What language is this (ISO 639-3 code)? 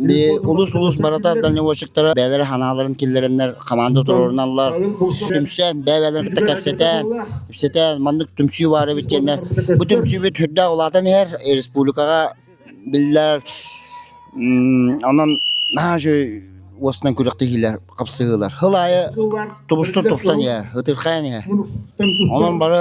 sah